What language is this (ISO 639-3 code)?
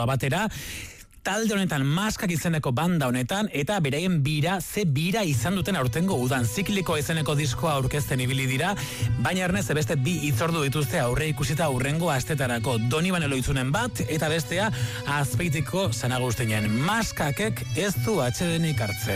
eus